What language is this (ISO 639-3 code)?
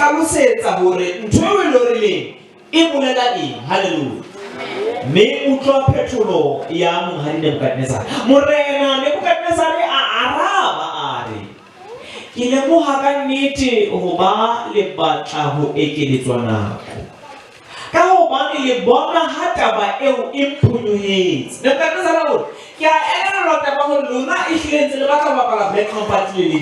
sot